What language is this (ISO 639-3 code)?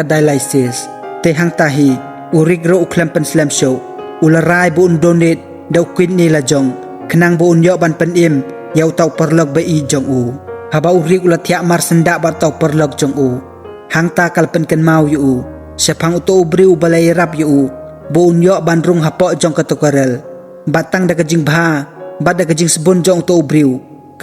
kha